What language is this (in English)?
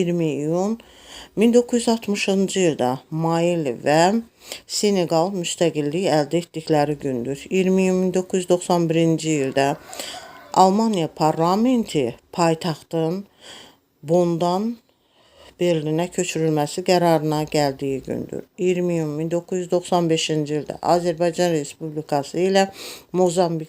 Azerbaijani